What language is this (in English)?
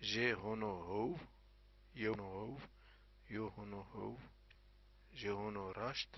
Zaza